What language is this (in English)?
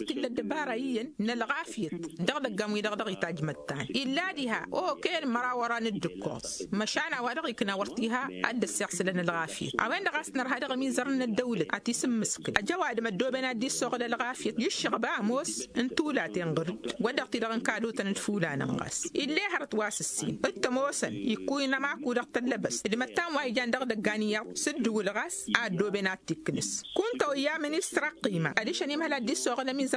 Tamasheq